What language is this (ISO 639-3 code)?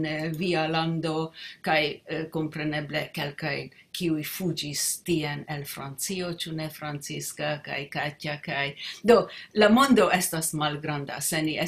epo